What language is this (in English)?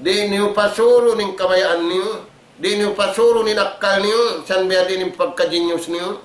Tausug